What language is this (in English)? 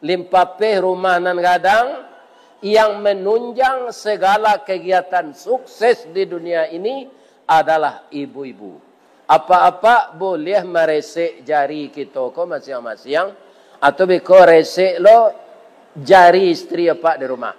Minangkabau